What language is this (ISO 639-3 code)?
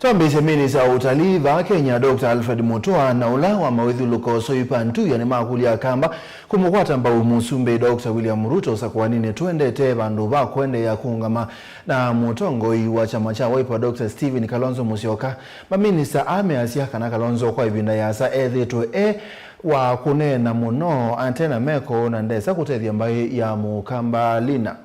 kam